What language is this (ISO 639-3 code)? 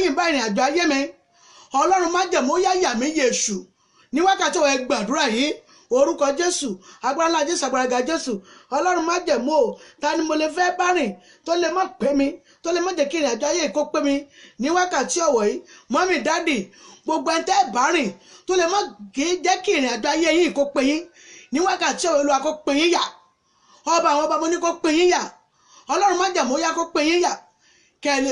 yor